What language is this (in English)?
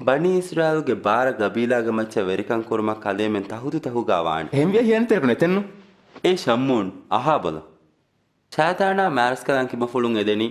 Divehi